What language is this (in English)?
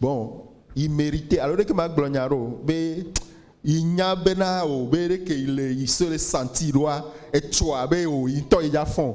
Ewe